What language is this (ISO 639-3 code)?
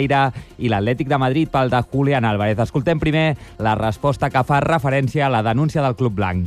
cat